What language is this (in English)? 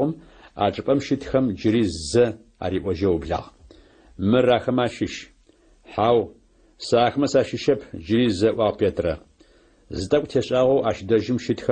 Adyghe